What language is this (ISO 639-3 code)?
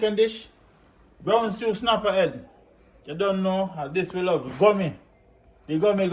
jam